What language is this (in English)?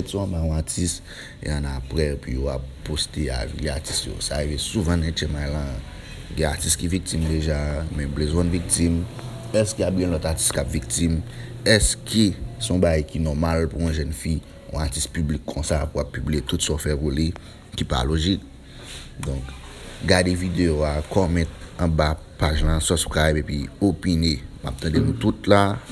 Haitian Creole